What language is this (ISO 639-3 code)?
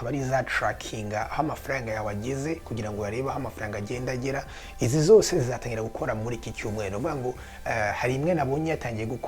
kin